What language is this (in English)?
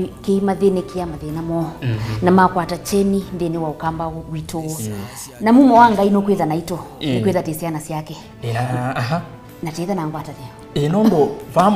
Kamba